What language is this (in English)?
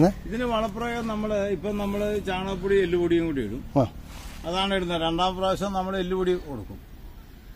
Malayalam